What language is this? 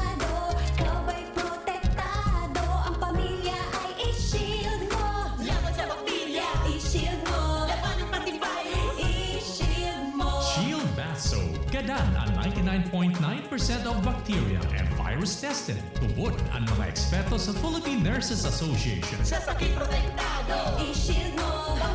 Bikol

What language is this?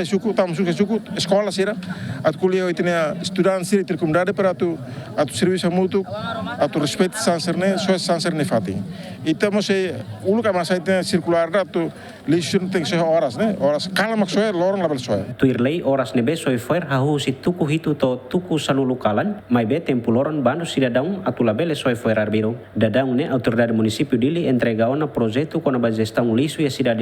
Tetum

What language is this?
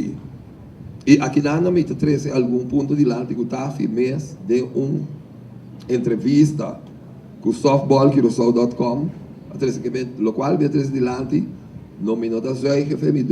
Papiamento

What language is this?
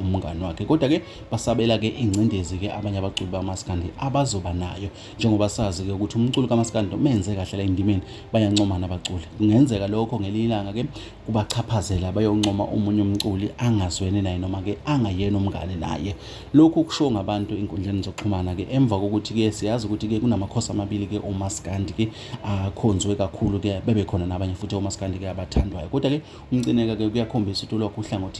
Zulu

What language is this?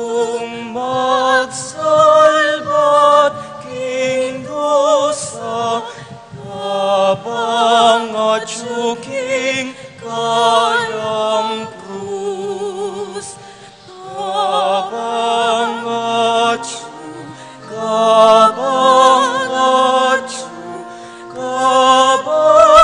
Pampanga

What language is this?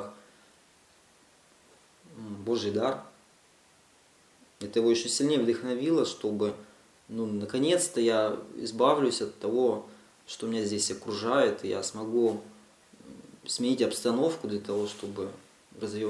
Russian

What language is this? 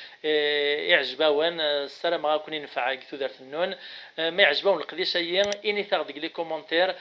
Kabyle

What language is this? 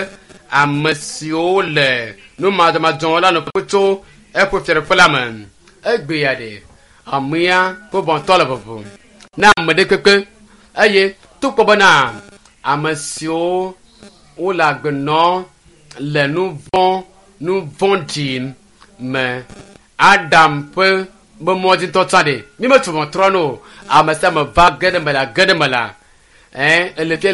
Ewe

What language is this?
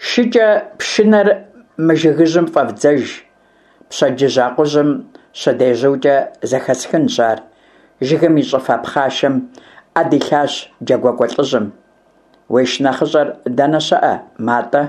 Kabardian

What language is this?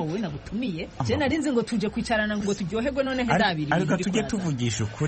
Kinyarwanda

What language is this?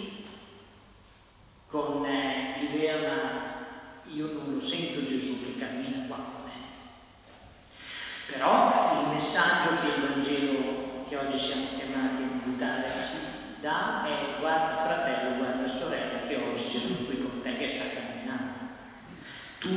Italian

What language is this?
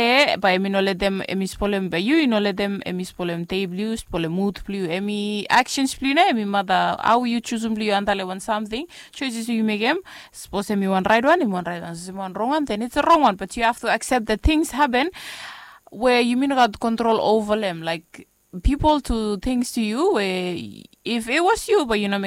Bislama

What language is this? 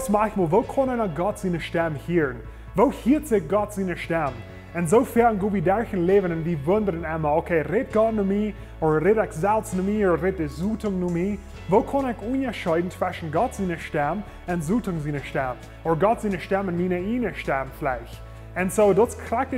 Plautdietsch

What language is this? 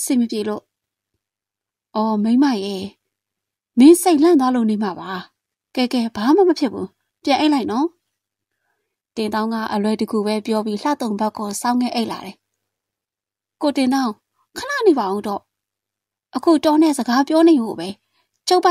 Burmese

